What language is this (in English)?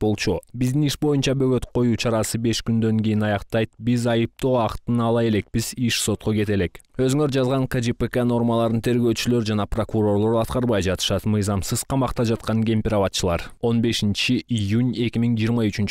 Kyrgyz